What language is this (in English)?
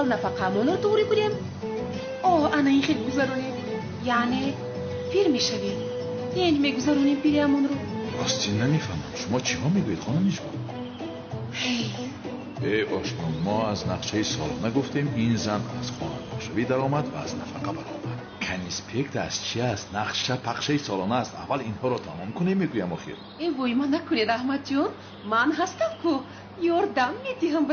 Tajik